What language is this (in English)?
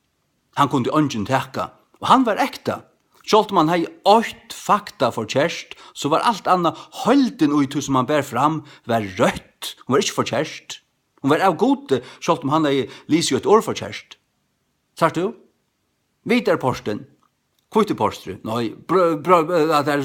Faroese